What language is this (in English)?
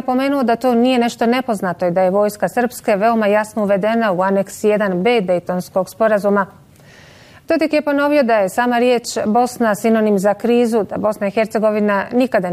Bosnian